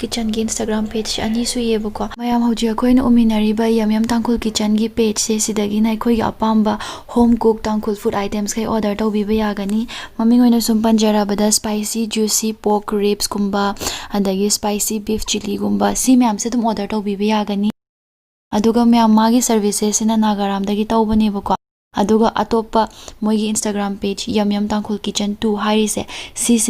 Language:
Manipuri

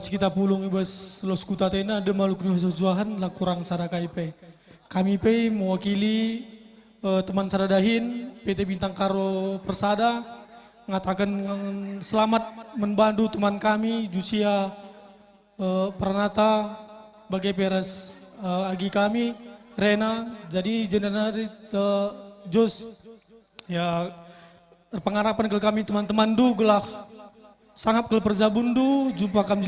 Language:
Batak Karo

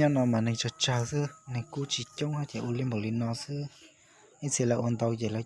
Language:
Hmong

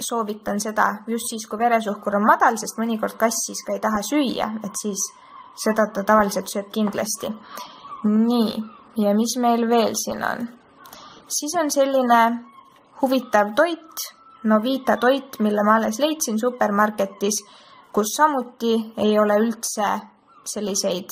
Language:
Estonian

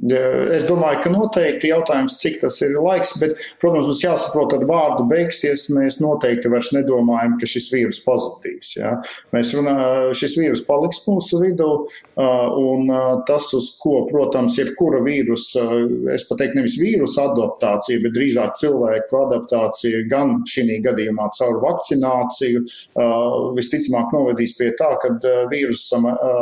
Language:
Latvian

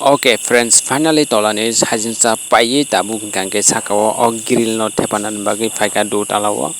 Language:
Kok Borok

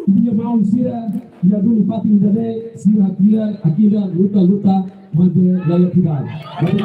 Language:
Tetum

